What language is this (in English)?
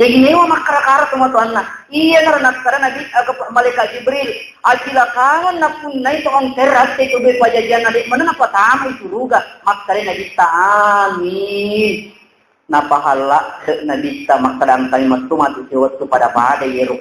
Buginese